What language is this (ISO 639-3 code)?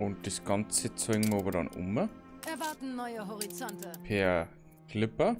bar